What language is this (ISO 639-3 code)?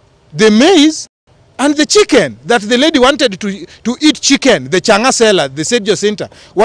kik